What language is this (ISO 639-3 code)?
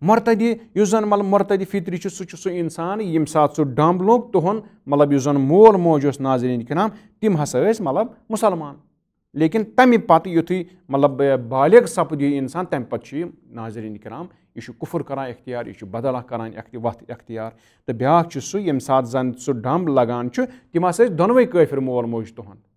kas